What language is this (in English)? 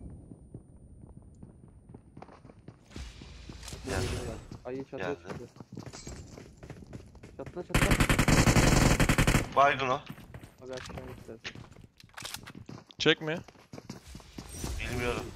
Turkish